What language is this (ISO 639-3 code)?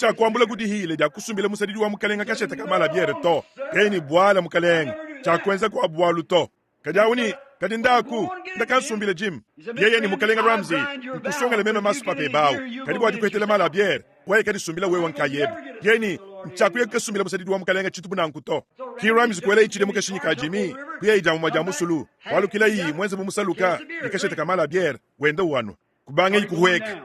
lua